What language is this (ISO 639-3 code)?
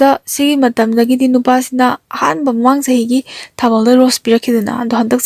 mni